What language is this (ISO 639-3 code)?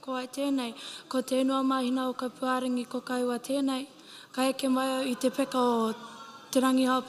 mri